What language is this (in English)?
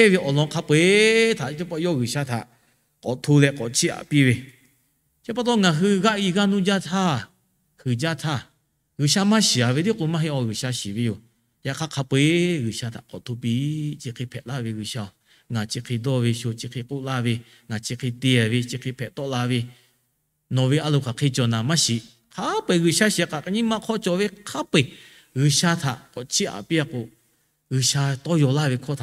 Lahu